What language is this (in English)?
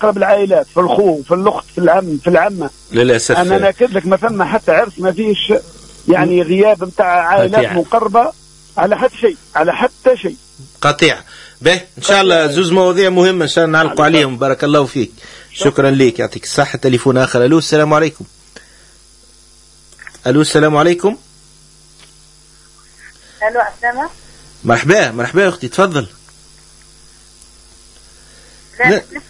Tunisian Arabic